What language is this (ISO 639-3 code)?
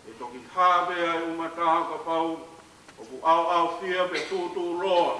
ton